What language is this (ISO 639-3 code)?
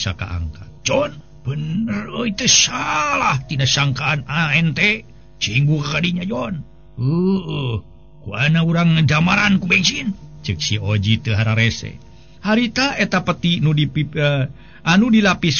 sun